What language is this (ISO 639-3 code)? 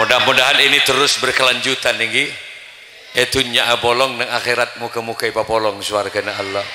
mad